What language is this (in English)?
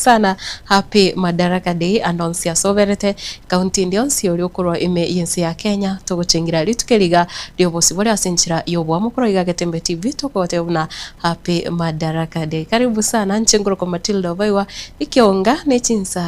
Gusii